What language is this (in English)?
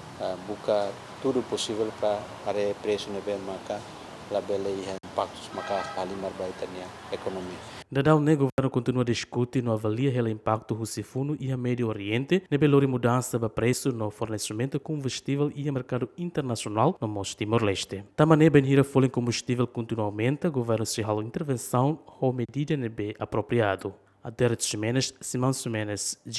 Tetum